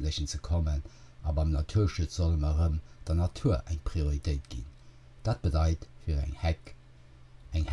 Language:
Luxembourgish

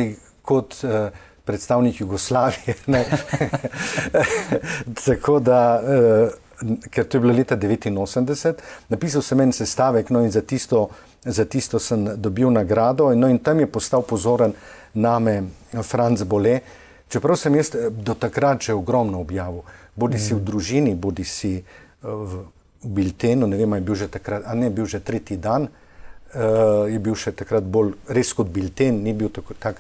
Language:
Slovenian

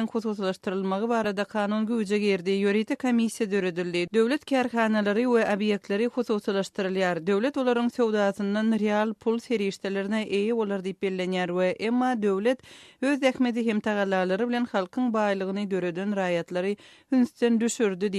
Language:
Turkmen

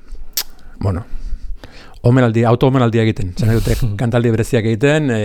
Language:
Basque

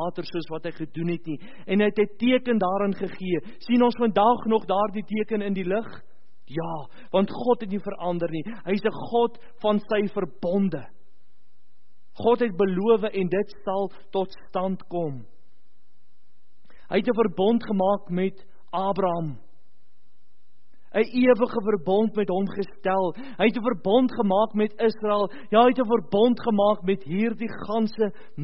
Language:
Afrikaans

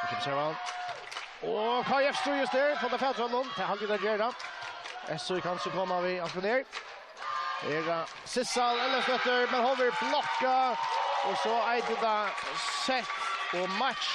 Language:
Faroese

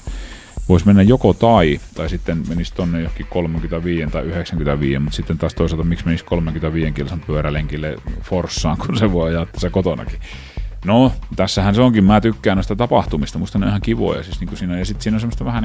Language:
Finnish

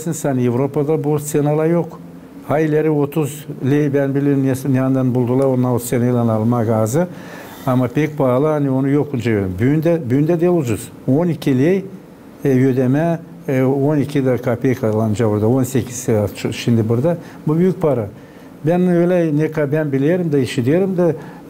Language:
Gagauz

